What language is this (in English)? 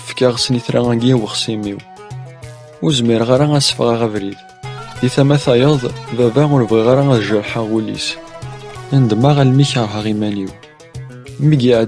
Kabyle